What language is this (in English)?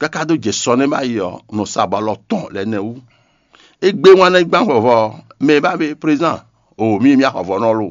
Fon